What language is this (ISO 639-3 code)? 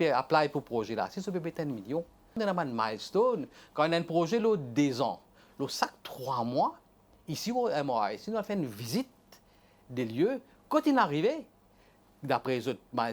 mfe